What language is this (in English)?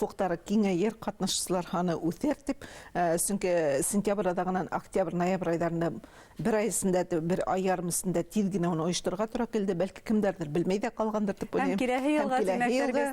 Bashkir